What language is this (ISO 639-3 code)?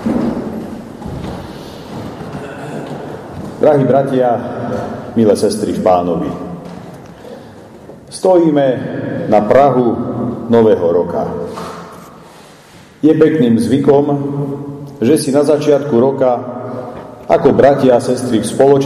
slk